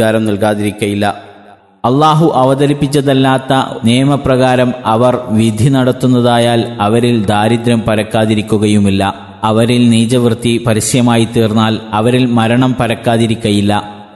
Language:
Malayalam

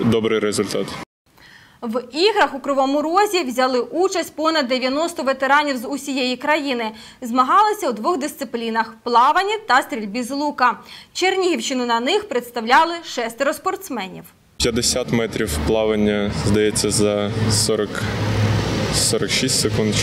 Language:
Ukrainian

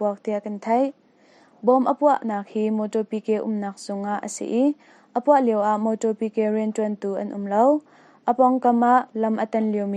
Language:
Hakha Chin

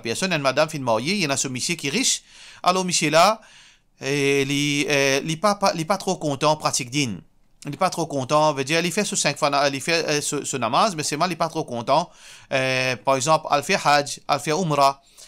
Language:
Morisyen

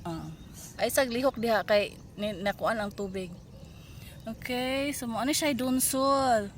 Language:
Cebuano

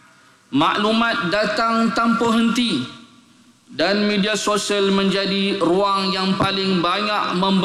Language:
Malay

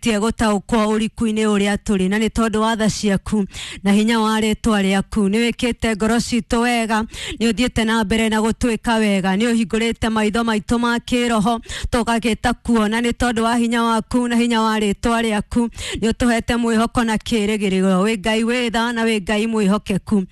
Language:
Kikuyu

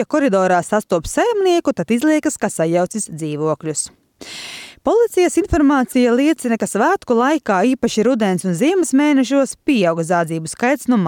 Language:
Latvian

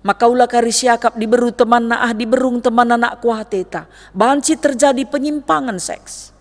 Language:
Batak Karo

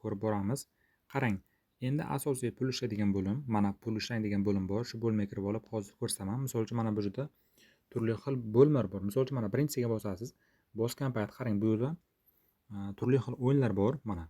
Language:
Uzbek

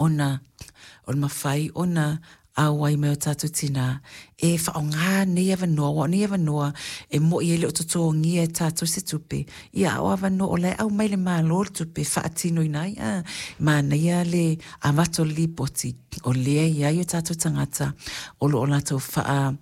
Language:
Samoan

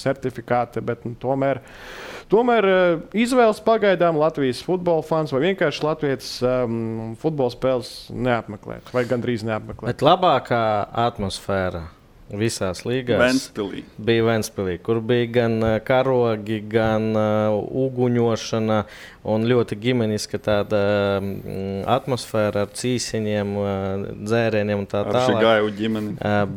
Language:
Latvian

